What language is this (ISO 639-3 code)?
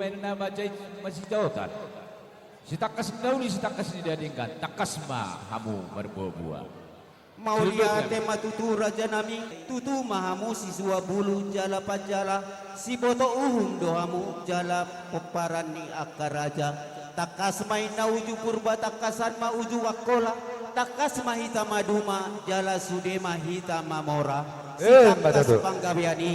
bbc